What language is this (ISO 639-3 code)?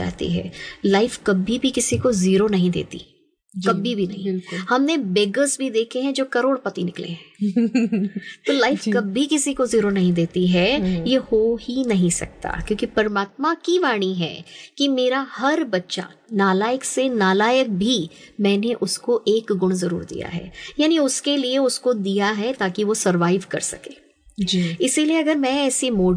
hin